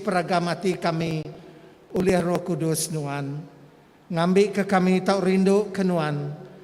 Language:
Iban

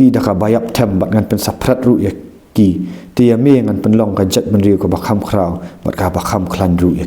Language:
Khasi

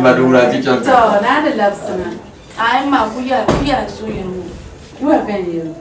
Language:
Dagbani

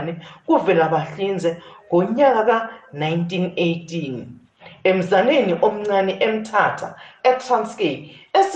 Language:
South Ndebele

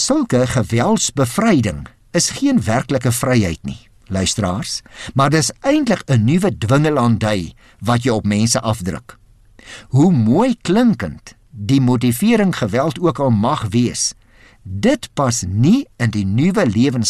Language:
Afrikaans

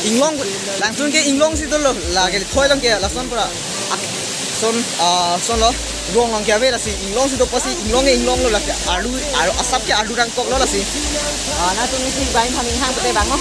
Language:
Karbi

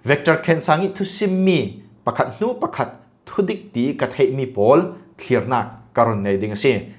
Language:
Falam Chin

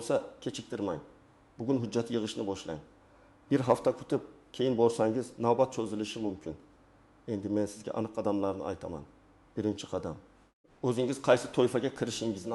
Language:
Uzbek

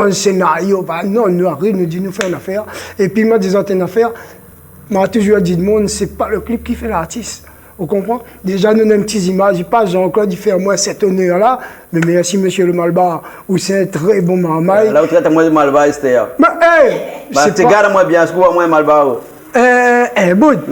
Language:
Réunion Creole French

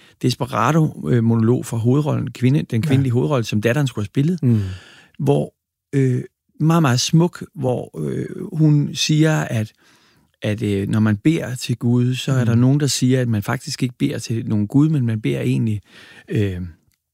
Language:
Danish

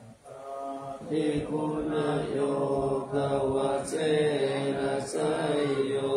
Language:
Pali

